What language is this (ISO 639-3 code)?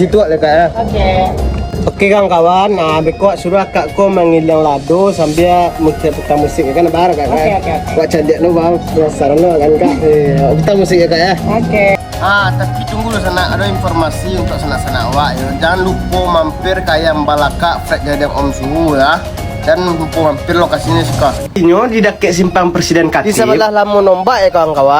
min